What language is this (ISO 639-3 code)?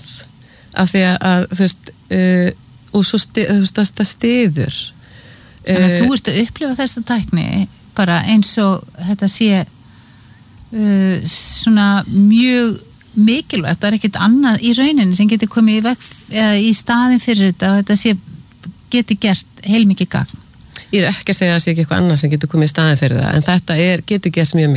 isl